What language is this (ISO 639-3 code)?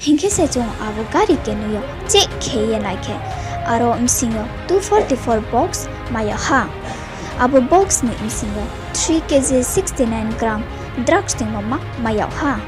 ria